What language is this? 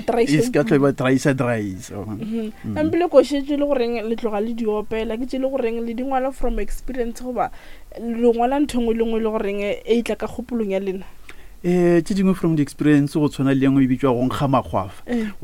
Northern Sotho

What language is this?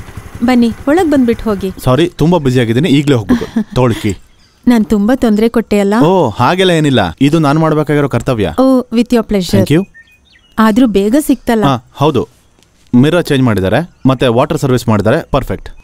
Kannada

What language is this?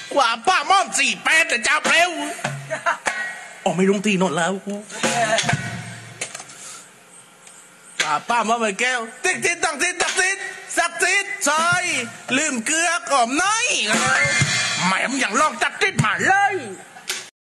Thai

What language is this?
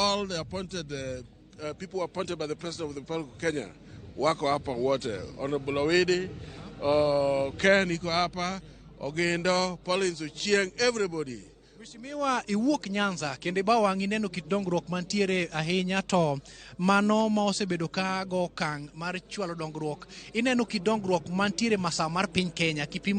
Luo (Kenya and Tanzania)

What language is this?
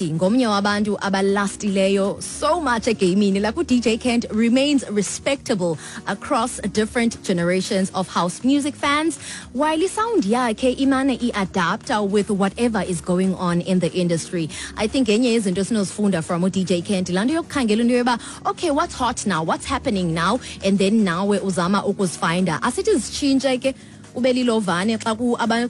Xhosa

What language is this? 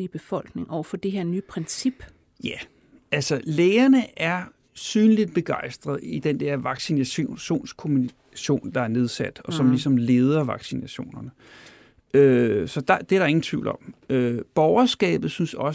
Danish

